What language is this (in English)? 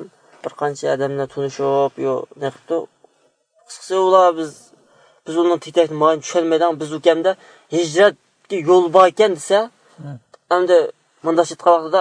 Uyghur